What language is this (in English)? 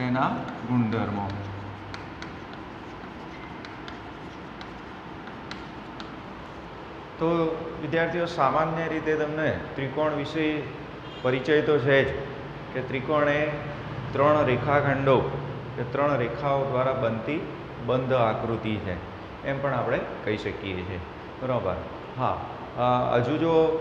Gujarati